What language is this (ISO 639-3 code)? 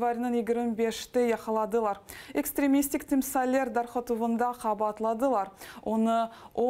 crh